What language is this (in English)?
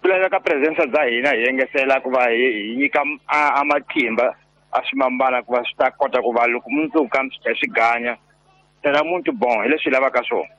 Tsonga